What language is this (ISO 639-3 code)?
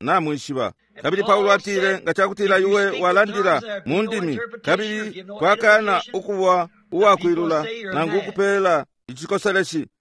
bem